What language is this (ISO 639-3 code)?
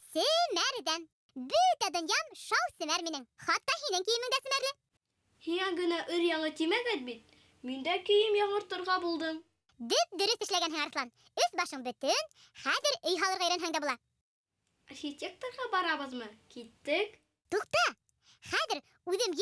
bak